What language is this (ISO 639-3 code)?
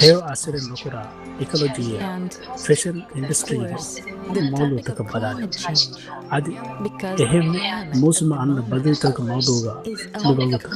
div